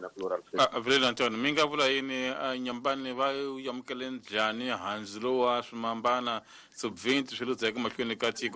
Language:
Tsonga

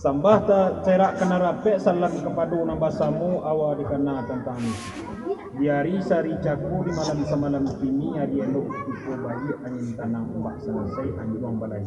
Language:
Minangkabau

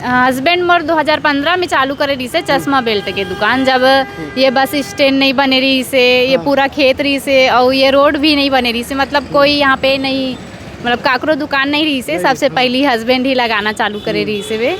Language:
Chhattisgarhi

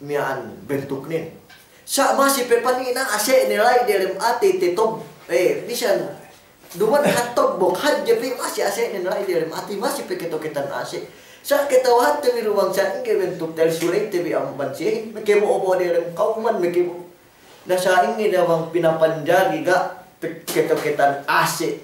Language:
Yakan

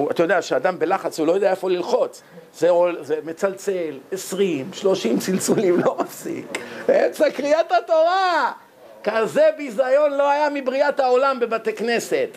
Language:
Hebrew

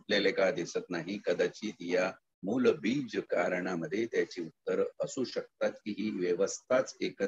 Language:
Marathi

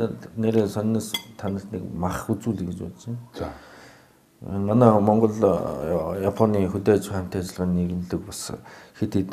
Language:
Mongolian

